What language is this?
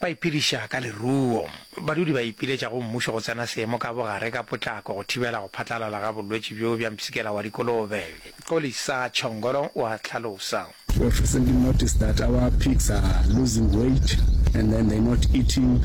Northern Sotho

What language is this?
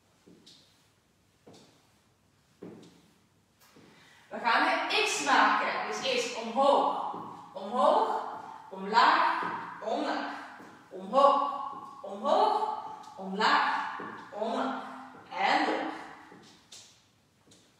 Dutch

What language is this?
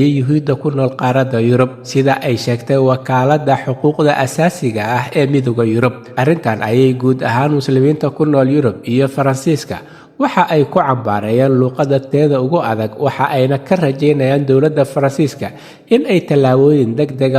Somali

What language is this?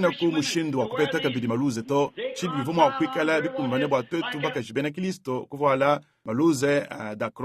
Luba-Lulua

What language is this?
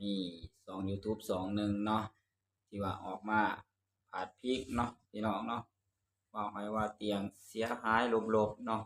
Lao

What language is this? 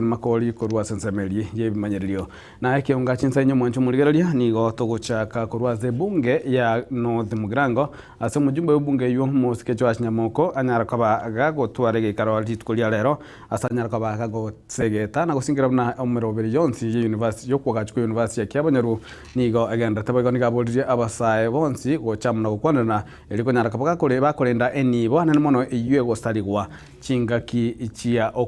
Gusii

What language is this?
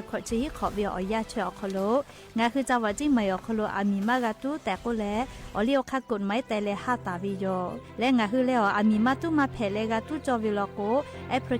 Lahu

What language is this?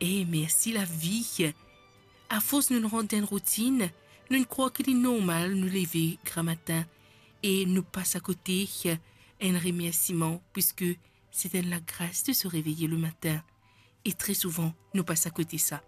Morisyen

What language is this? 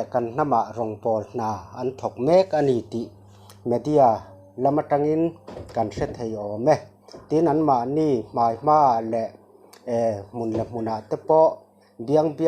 Mizo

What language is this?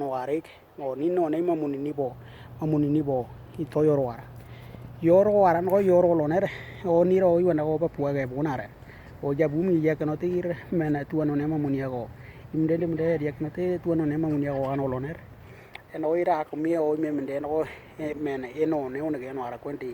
Western Dani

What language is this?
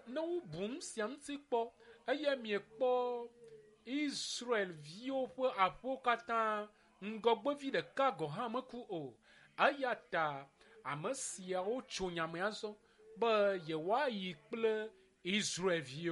Ewe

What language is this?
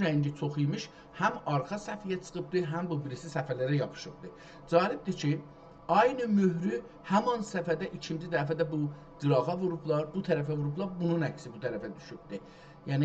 South Azerbaijani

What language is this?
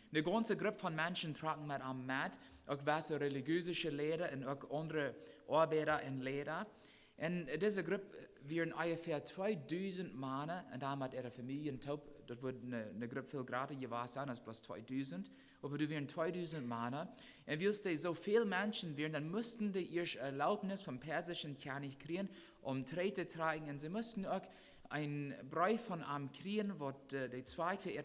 Plautdietsch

